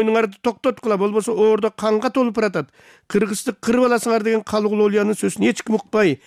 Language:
Kyrgyz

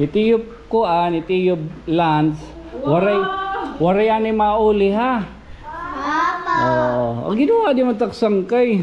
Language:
Waray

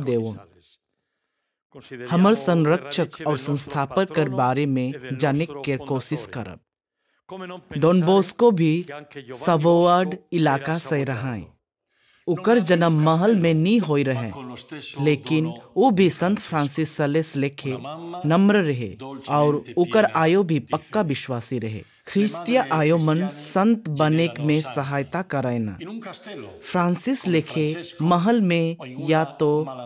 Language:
Sadri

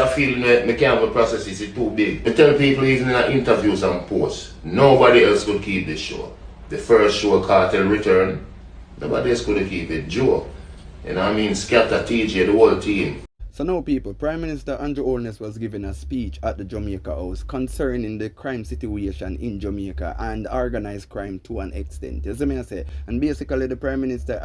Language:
Jamaican Creole English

